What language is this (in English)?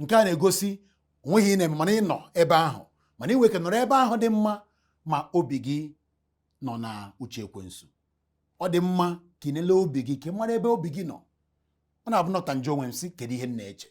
Igbo